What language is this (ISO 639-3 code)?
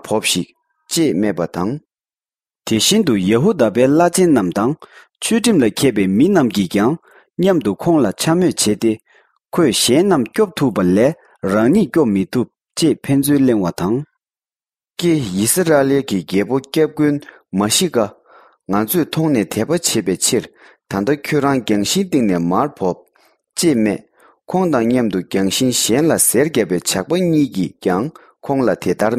bod